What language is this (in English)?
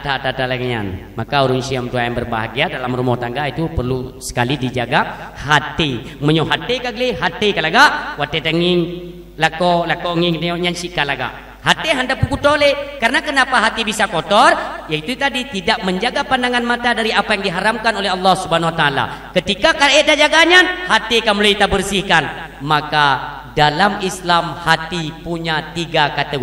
Achinese